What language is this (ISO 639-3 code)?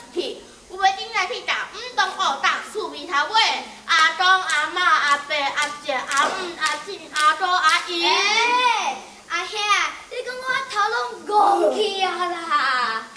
nan